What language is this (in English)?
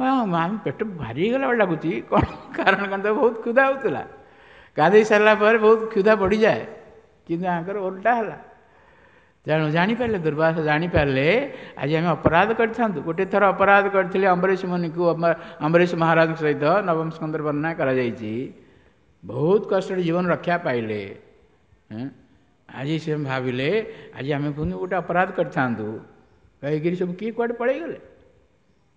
Odia